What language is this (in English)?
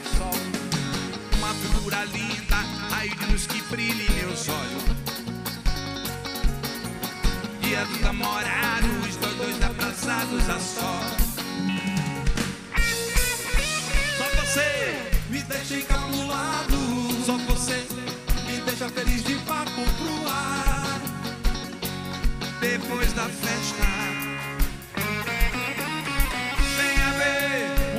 Portuguese